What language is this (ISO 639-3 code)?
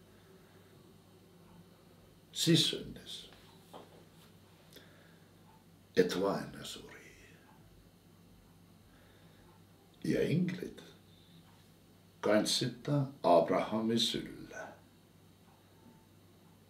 est